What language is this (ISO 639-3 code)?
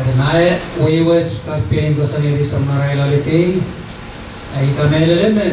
pon